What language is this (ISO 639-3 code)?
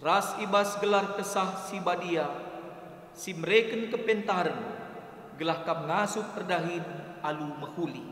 btx